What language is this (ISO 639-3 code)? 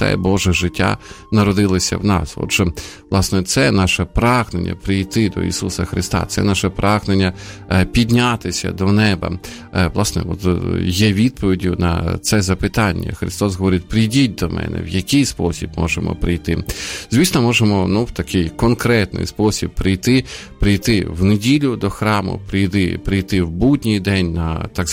ukr